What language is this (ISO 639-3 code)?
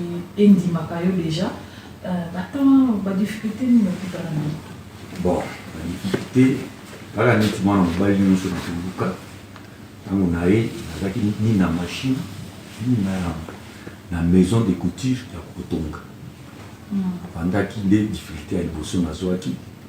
lin